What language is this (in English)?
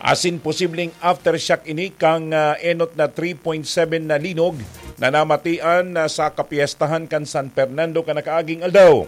Bikol